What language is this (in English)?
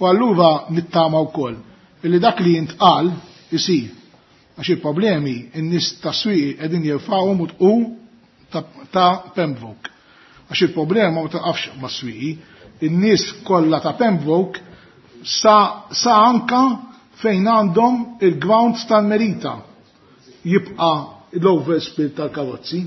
Maltese